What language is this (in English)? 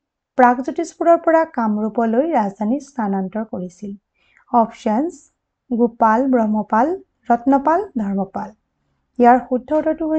Assamese